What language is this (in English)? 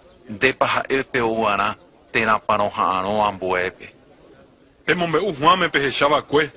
Guarani